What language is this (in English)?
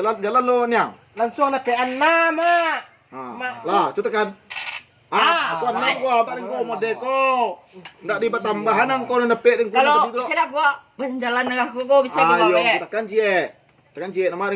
Minangkabau